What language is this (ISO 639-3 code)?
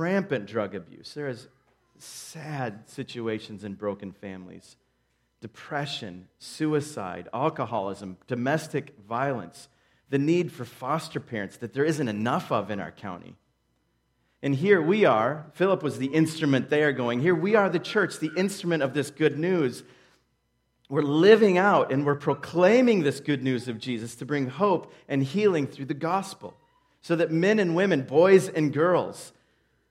eng